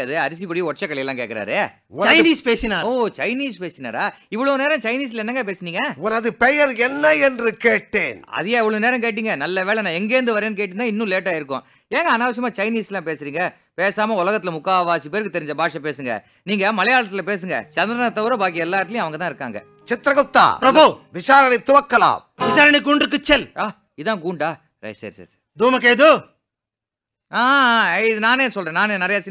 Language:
Tamil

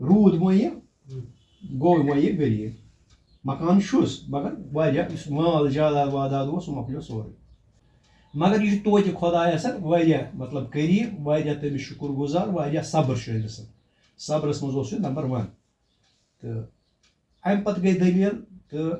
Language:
Kashmiri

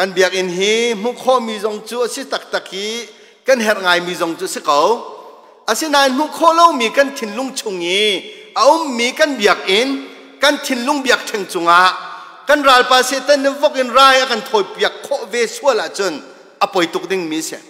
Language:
Hakha Chin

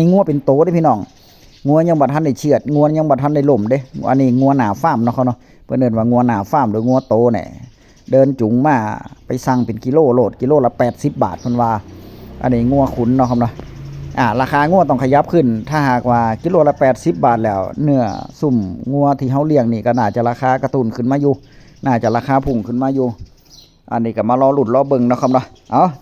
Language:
Northeastern Thai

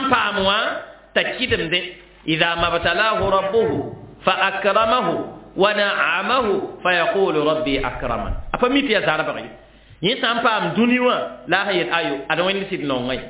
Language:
Mossi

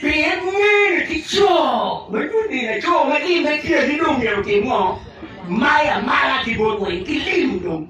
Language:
Acoli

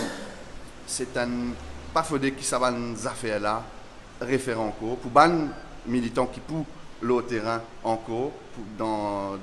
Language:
Morisyen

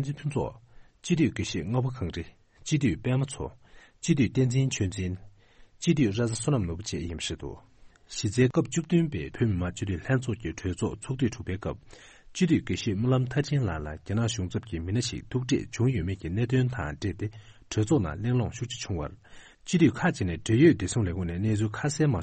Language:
Tibetan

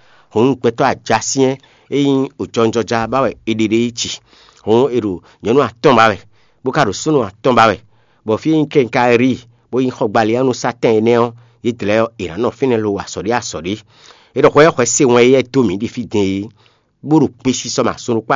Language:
Fon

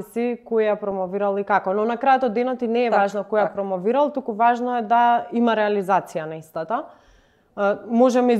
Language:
Macedonian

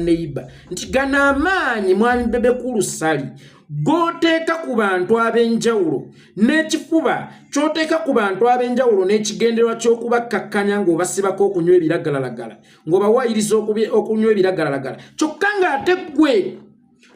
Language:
Ganda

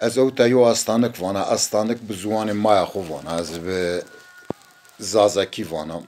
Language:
Zaza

